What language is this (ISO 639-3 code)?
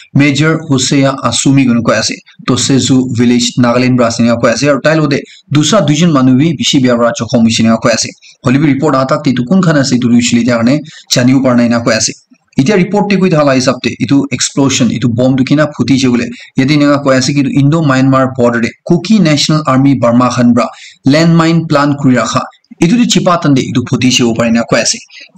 nag